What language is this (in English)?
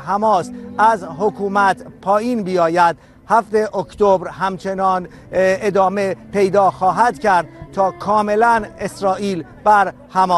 Persian